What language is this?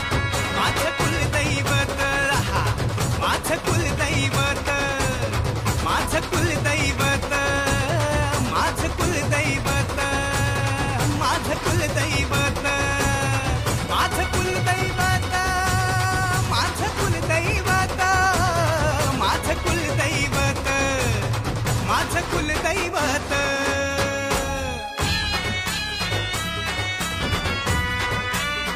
Marathi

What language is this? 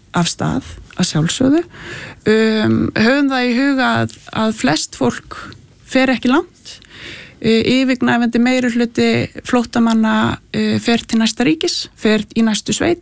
Icelandic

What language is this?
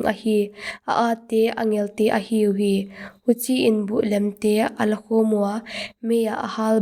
Paite Chin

